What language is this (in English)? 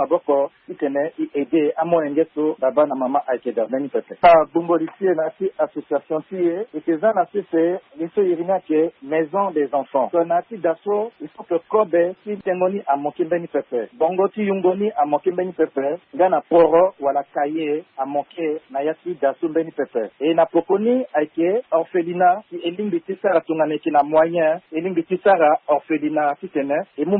Sango